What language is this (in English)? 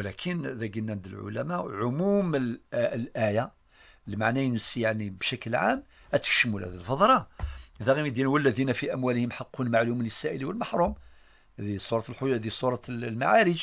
Kabyle